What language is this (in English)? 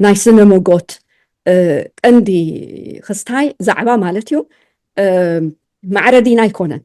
Tigrinya